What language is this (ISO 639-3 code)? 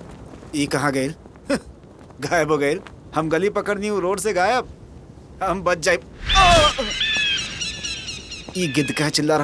bho